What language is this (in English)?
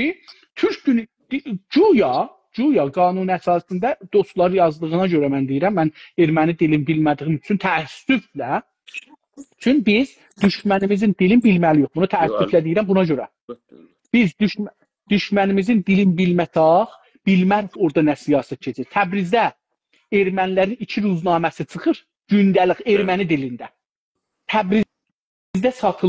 South Azerbaijani